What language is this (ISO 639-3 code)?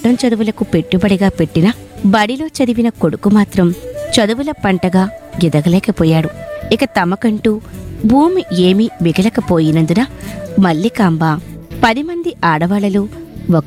tel